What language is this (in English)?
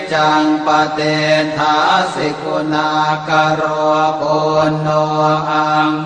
Pali